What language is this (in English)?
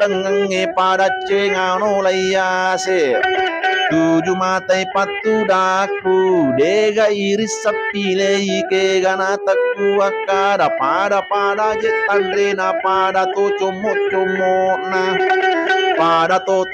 Buginese